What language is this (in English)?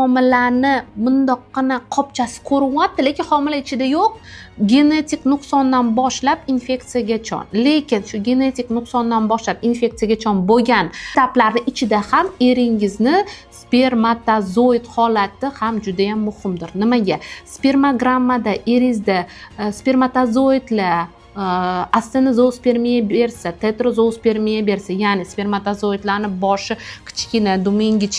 Uzbek